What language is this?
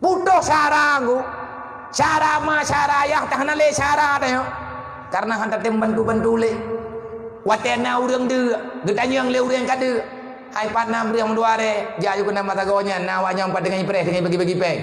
Achinese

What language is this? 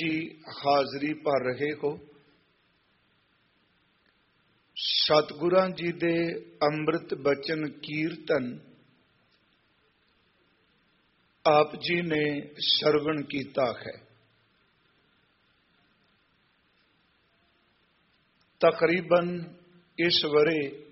Punjabi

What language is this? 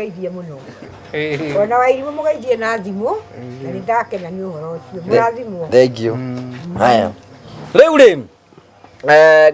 Kikuyu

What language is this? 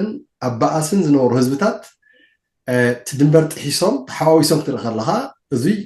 Tigrinya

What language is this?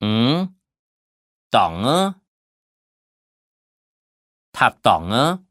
Hakka Chinese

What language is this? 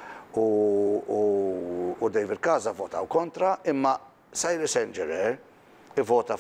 Maltese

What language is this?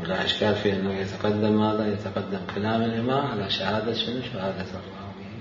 Mesopotamian Arabic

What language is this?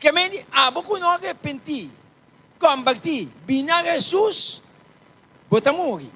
Papiamento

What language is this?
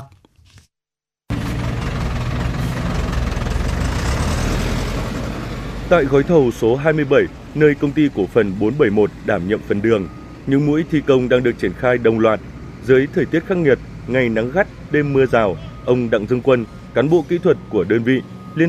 Vietnamese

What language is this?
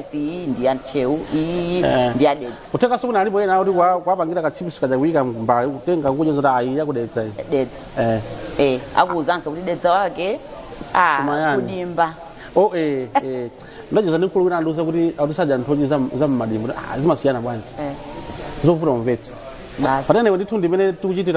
Nyanja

